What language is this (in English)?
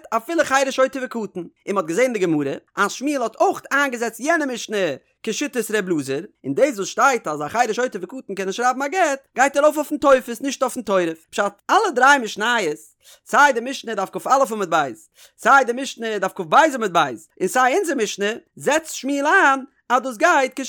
Yiddish